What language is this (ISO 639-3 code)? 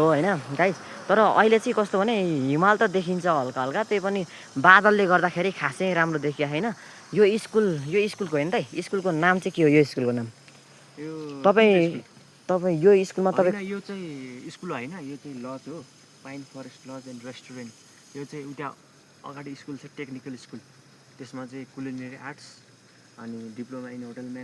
nep